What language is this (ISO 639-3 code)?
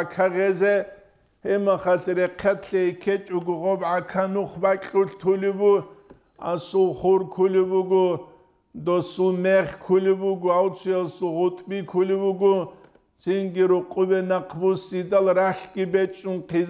ava